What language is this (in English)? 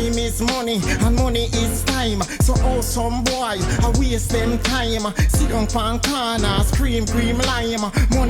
Jamaican Creole English